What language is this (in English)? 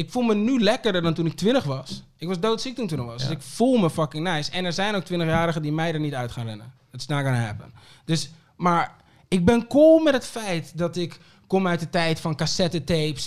Dutch